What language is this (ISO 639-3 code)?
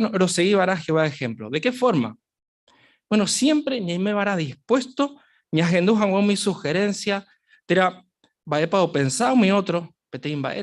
grn